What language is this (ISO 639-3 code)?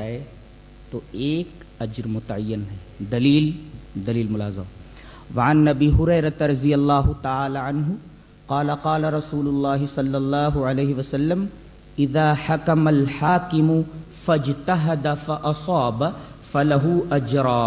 urd